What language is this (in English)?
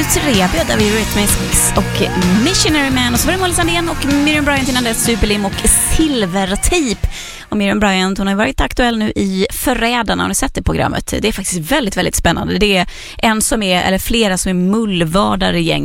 Swedish